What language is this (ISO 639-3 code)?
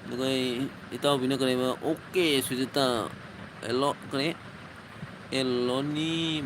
mni